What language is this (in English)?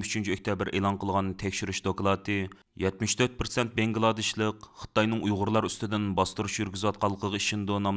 Uyghur